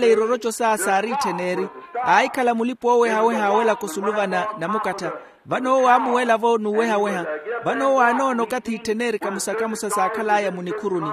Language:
Makhuwa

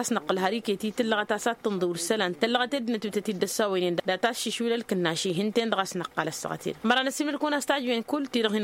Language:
Tamasheq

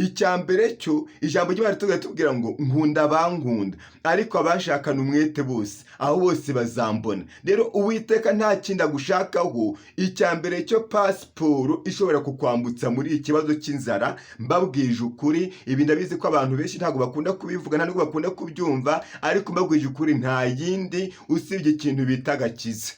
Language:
Kinyarwanda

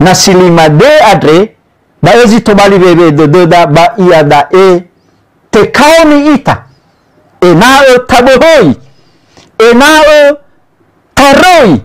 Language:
Nias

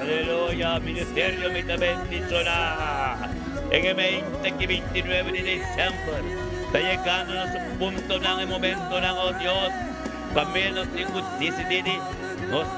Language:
Papiamento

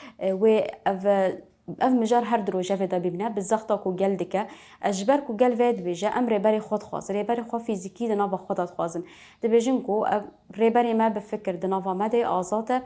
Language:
Kurdish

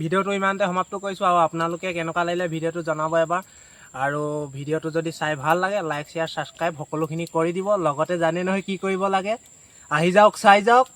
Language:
Assamese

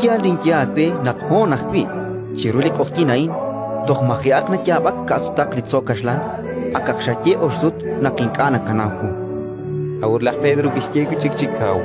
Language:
Kekchí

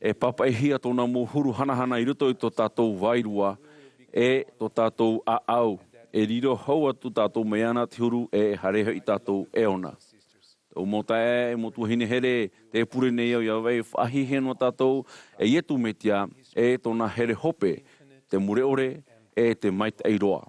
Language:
Tahitian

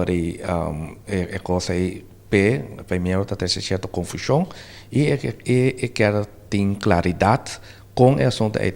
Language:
Papiamento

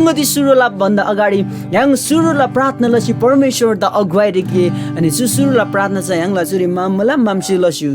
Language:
Eastern Tamang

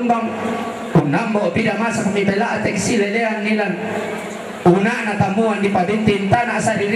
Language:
Toraja-Sa'dan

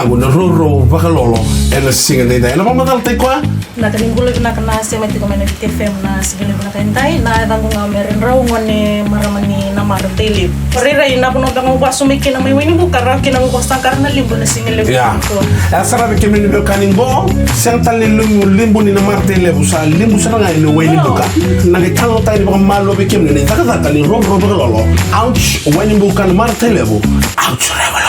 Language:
Fijian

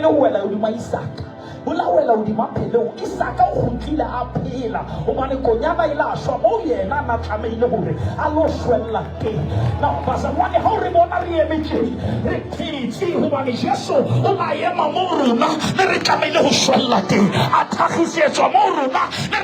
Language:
Southern Sotho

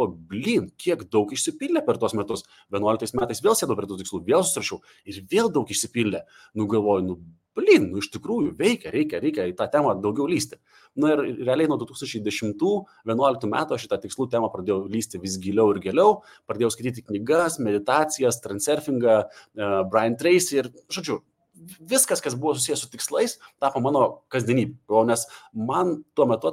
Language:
Lithuanian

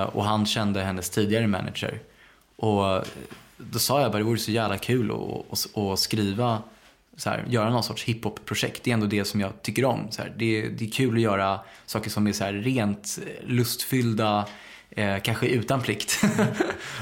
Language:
Swedish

